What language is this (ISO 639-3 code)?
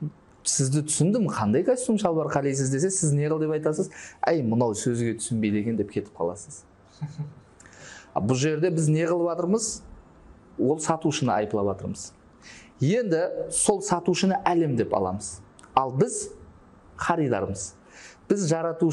kaa